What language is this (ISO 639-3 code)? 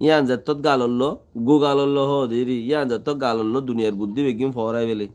rhg